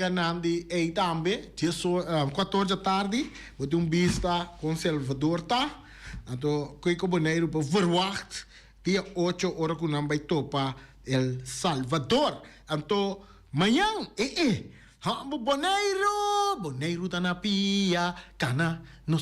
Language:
Papiamento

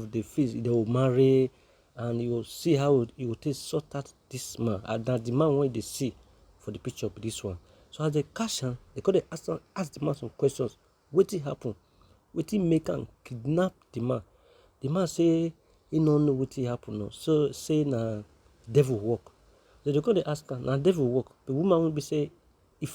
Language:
Nigerian Pidgin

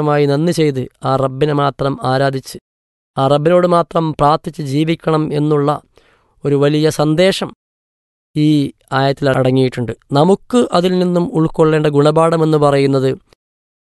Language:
Malayalam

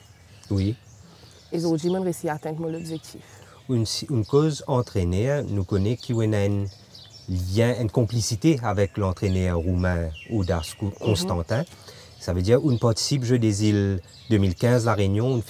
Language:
Morisyen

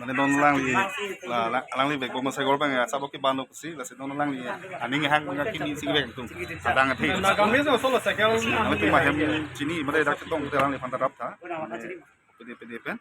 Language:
Karbi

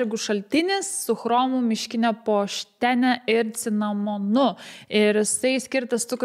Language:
Lithuanian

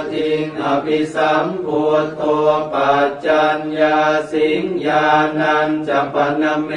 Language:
Pali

